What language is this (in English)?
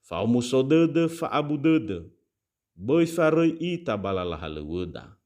Nias